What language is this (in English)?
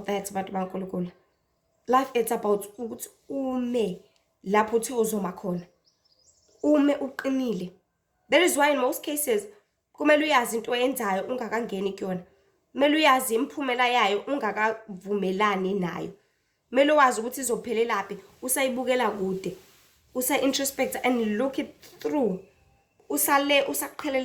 Zulu